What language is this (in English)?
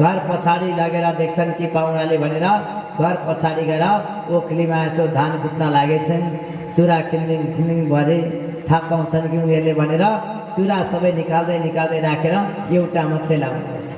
Nepali